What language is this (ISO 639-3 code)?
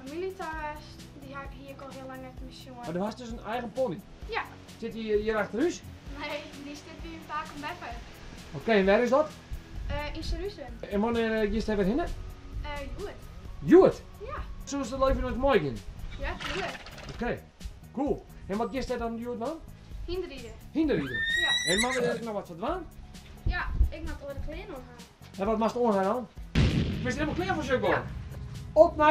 fry